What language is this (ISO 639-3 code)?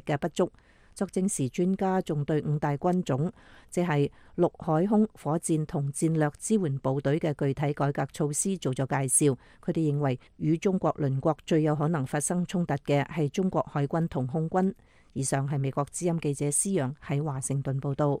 yue